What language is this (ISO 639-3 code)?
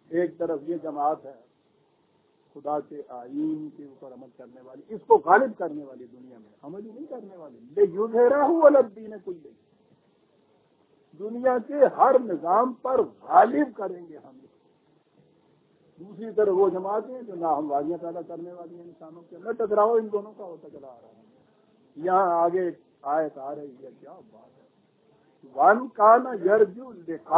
urd